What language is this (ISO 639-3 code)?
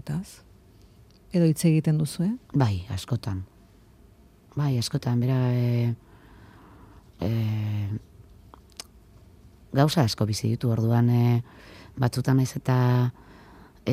eus